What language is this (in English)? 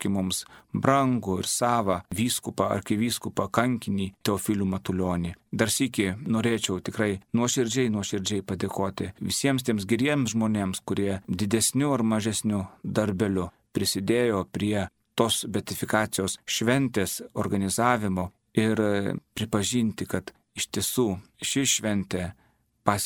Lithuanian